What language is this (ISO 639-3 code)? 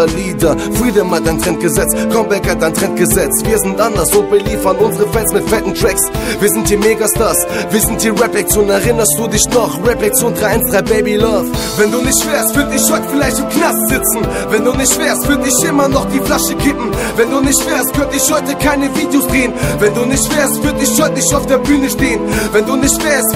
deu